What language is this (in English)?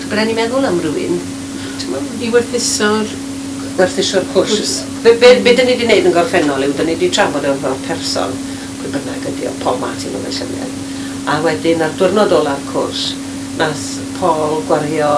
Welsh